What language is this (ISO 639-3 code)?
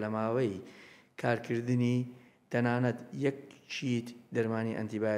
ckb